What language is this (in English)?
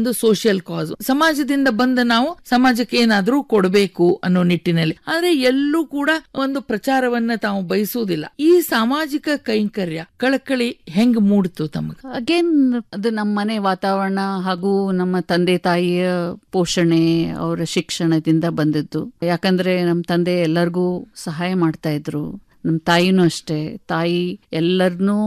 Kannada